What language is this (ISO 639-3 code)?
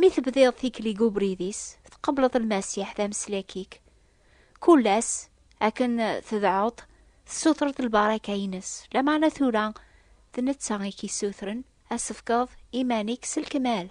kab